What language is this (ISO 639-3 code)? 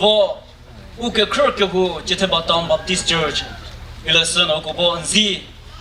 nri